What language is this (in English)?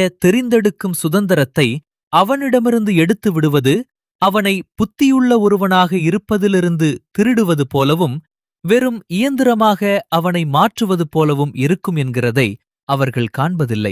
Tamil